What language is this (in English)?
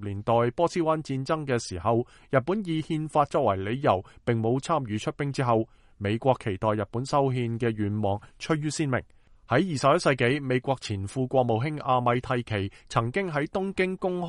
Cantonese